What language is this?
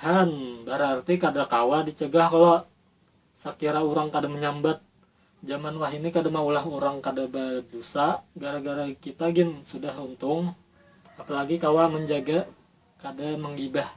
Banjar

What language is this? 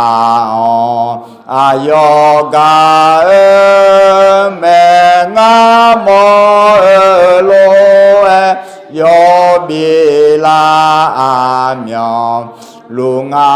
Akha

